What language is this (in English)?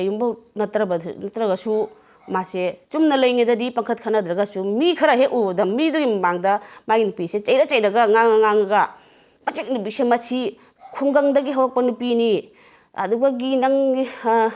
Manipuri